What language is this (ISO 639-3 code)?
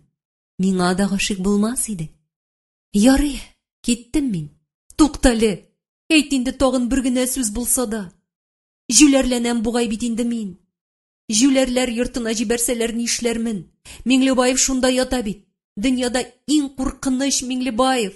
tat